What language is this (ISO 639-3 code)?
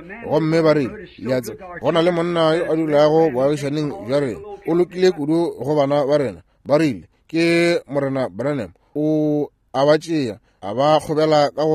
nso